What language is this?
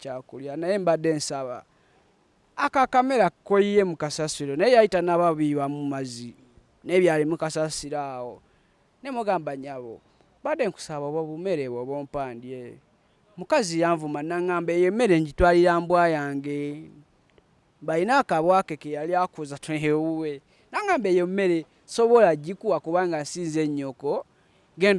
Ganda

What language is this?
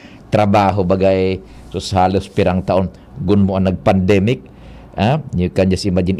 Bikol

